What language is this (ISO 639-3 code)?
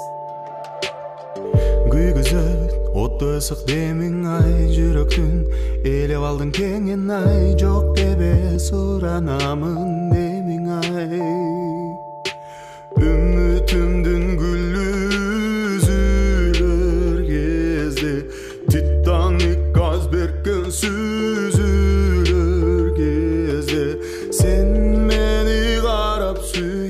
kir